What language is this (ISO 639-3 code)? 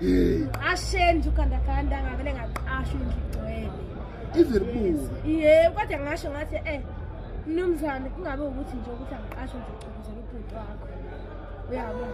zul